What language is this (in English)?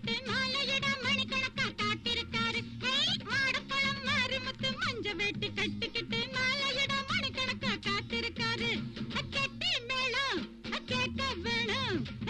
Tamil